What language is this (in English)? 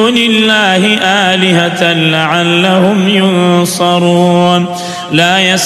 Arabic